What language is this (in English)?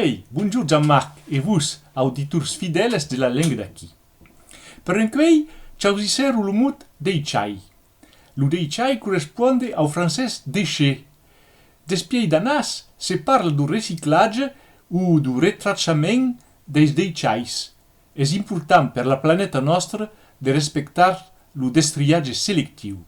Occitan